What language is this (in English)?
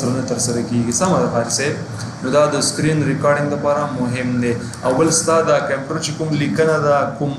Pashto